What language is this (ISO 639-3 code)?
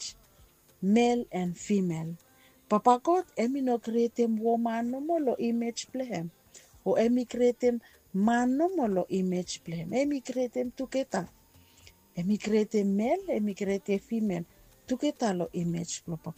bis